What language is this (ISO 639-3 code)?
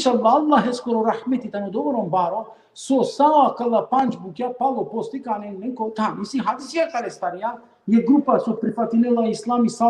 rmn